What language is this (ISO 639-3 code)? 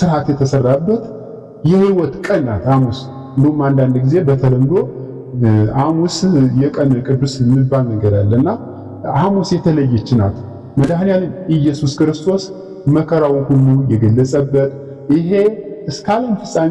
amh